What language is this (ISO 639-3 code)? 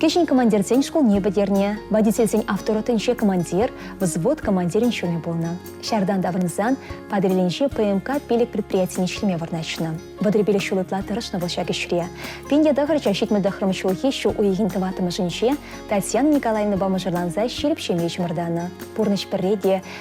chv